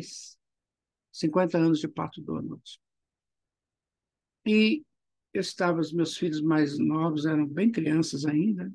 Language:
Portuguese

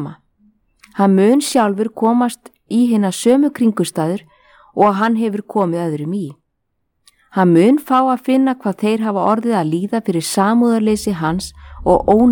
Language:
Icelandic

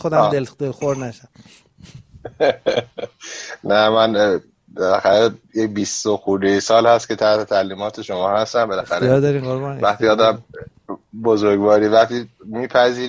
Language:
Persian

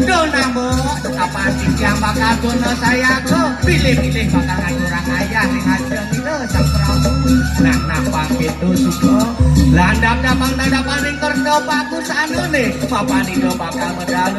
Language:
Balinese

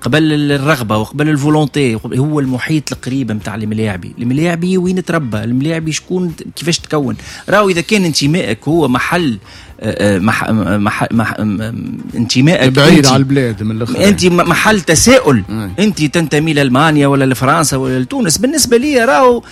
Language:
Tunisian Arabic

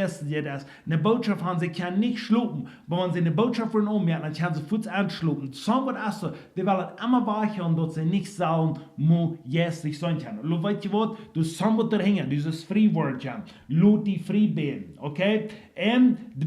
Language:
Plautdietsch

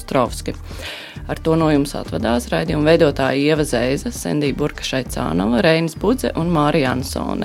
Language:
Latvian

